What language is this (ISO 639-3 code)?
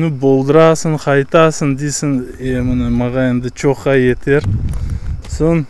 crh